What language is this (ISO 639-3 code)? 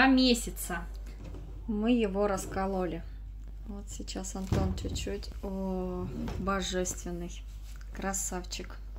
rus